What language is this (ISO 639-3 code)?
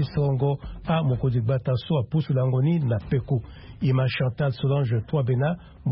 sag